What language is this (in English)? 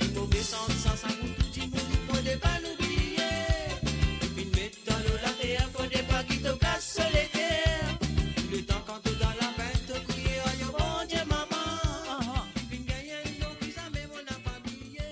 Morisyen